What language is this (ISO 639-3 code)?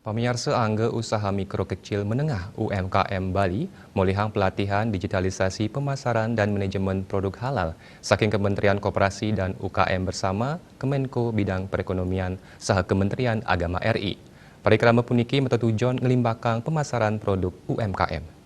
ban